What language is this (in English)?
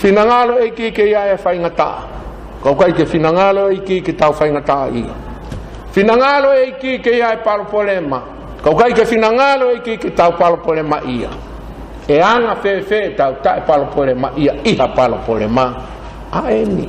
Tongan